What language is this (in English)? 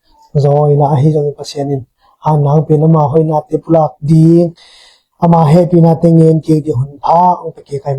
Tedim Chin